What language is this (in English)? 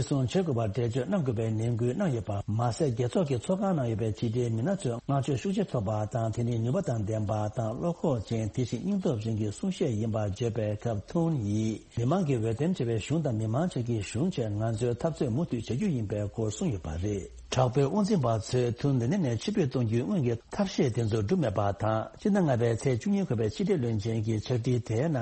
Tibetan